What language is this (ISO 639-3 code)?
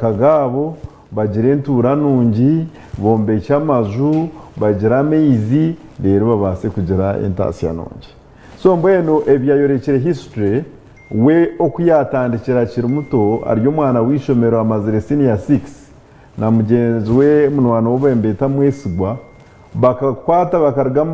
nyn